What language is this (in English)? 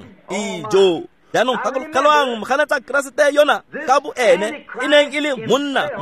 Tswana